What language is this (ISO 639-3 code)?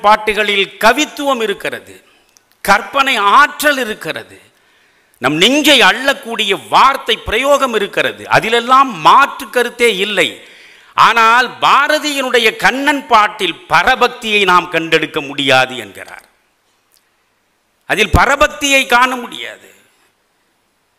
tam